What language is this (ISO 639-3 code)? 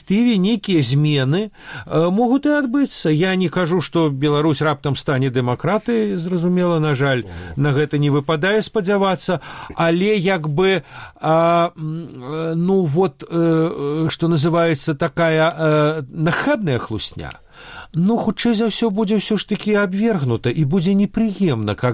bel